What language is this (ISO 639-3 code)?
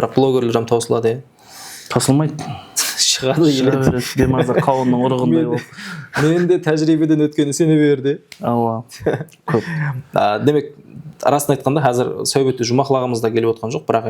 kaa